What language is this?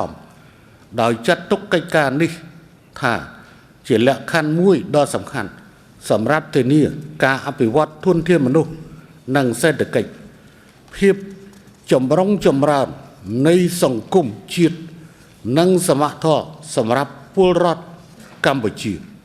Khmer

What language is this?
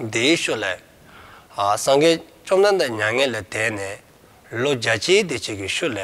Dzongkha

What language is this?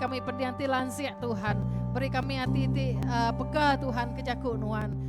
Iban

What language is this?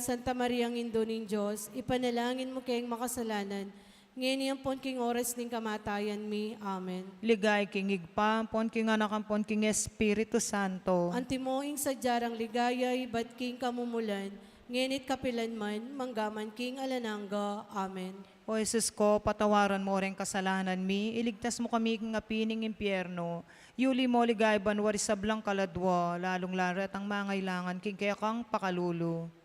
Pampanga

